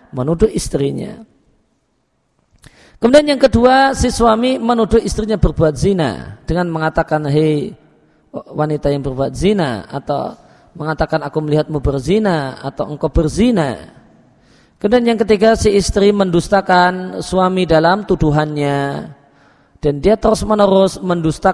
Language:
Indonesian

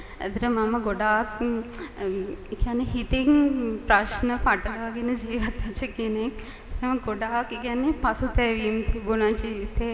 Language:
Sinhala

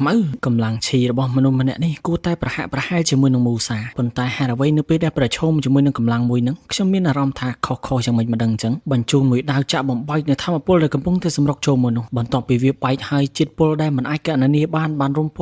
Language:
Khmer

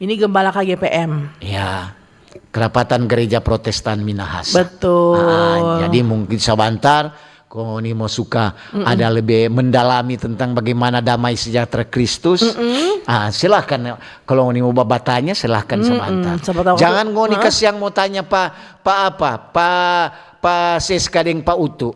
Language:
Manado Malay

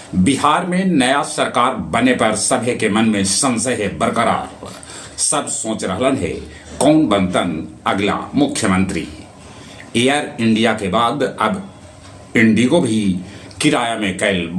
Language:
Magahi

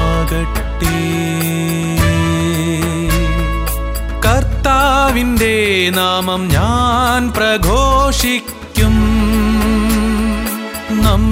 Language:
Malayalam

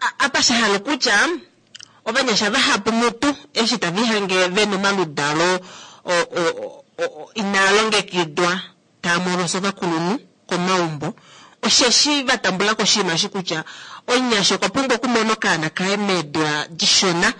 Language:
Kuanyama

